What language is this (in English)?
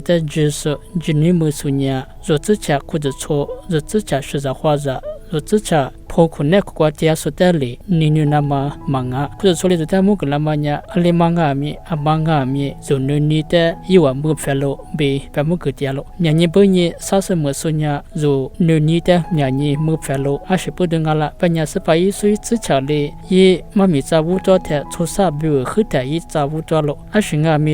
Lisu